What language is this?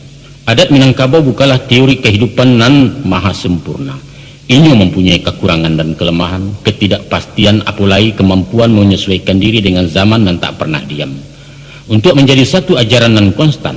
Minangkabau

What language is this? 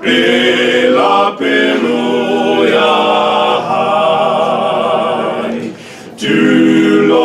Southern Sotho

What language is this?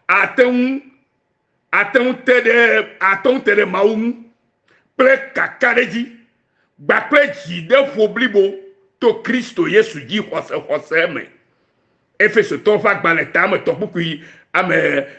Ewe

